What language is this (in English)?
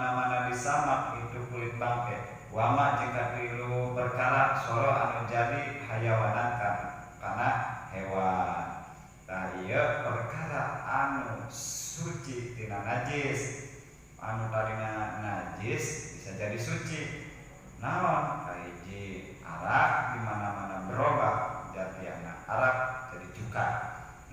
Sundanese